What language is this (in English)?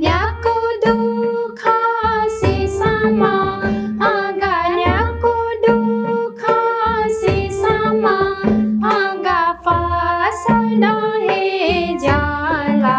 Newari